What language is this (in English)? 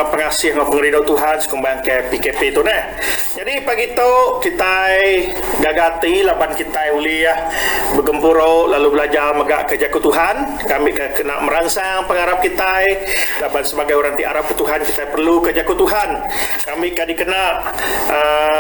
Iban